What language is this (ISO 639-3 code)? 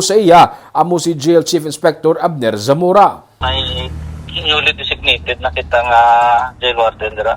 hil